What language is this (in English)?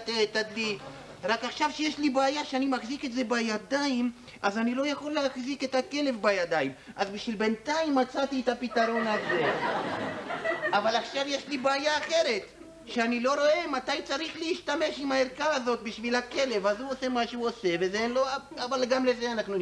Hebrew